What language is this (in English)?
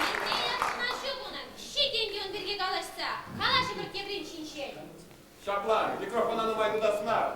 Chuvash